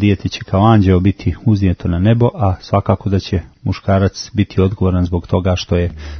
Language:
Croatian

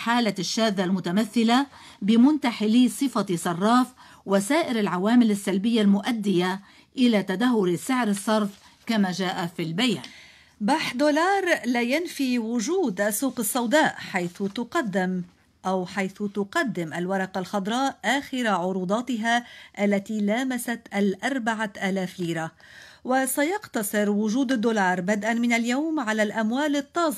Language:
Arabic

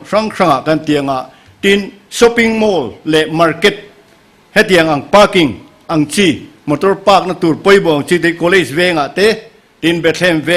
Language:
Mizo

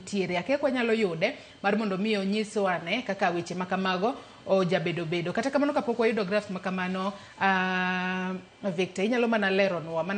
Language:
Luo (Kenya and Tanzania)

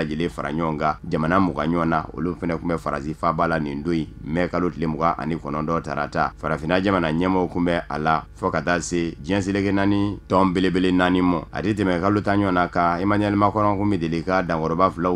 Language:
Bambara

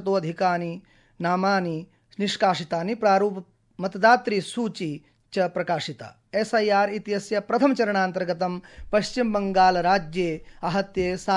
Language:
Sanskrit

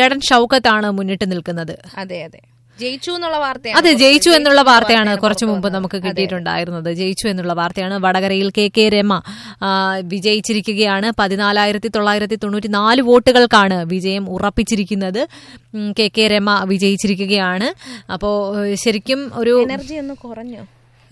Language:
Malayalam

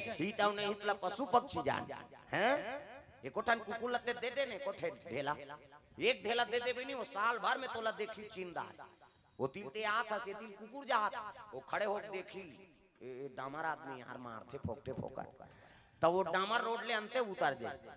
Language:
Chhattisgarhi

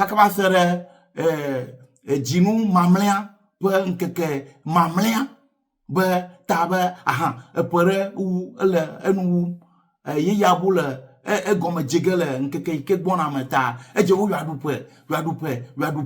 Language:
Ewe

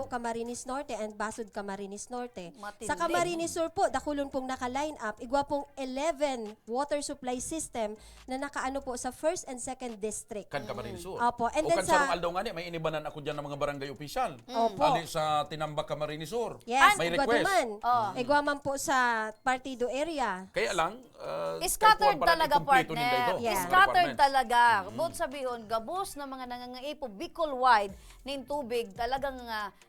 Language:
Bikol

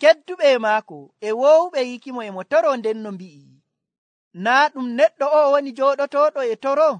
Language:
Nigerian Fulfulde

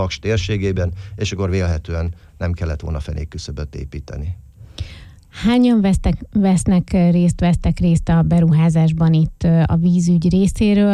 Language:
Hungarian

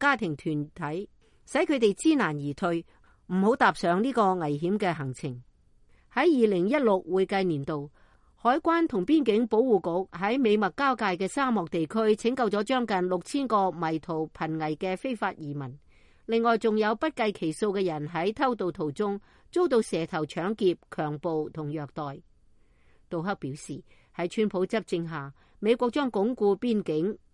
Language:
Cantonese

